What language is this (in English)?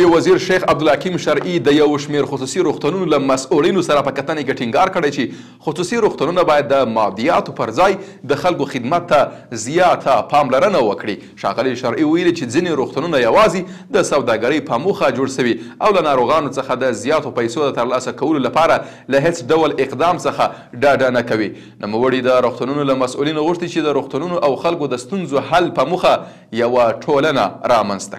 Pashto